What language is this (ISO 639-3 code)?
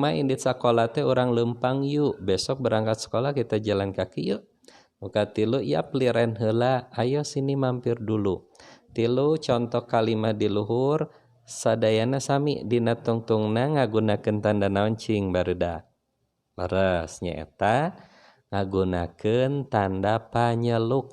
sun